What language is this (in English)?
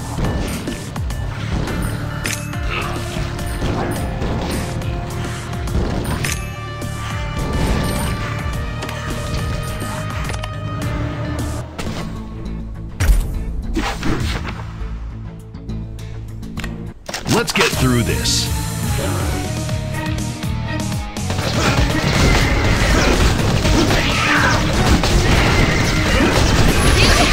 English